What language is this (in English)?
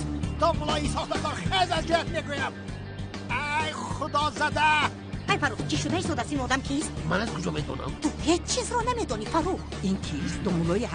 Tajik